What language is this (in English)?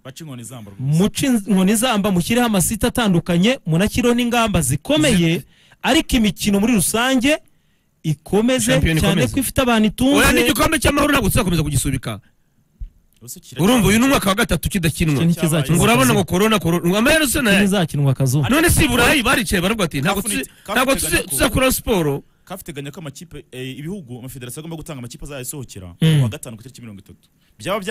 Kinyarwanda